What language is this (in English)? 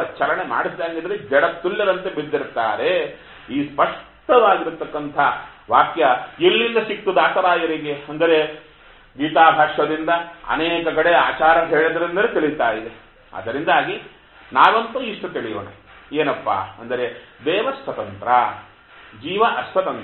Kannada